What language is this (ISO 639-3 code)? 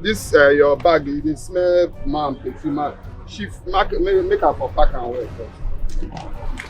pcm